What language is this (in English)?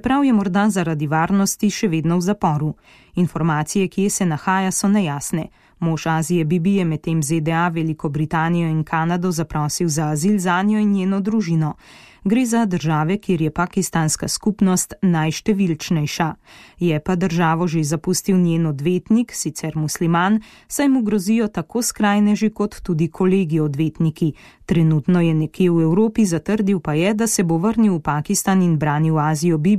Slovenian